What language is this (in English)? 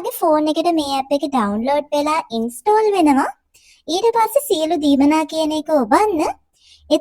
Sinhala